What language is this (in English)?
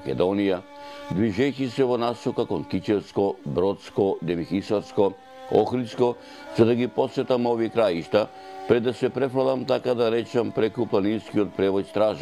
Macedonian